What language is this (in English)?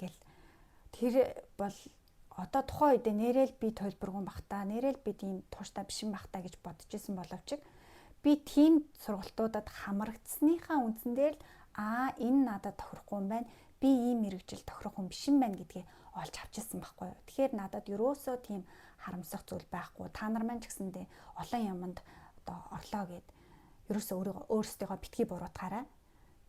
Mongolian